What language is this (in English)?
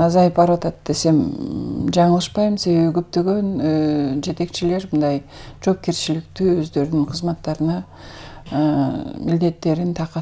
Kyrgyz